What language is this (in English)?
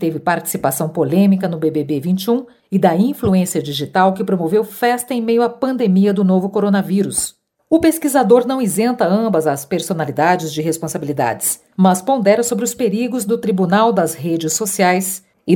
Portuguese